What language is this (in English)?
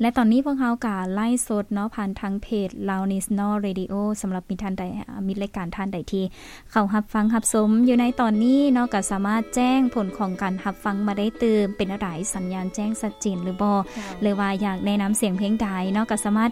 Lao